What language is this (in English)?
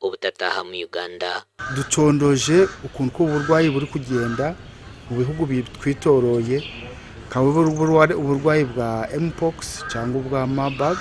Nyankole